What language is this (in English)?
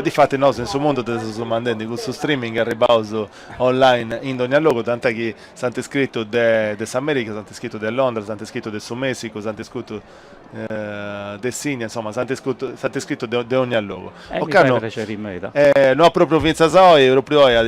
Sardinian